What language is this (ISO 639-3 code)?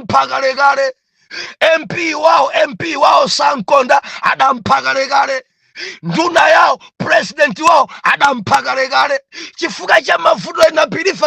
nya